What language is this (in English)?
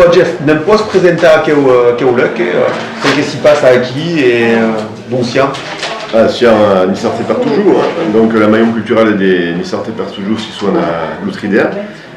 Occitan